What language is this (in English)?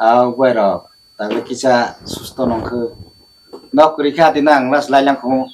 Kok Borok